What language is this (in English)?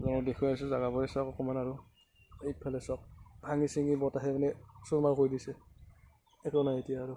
Assamese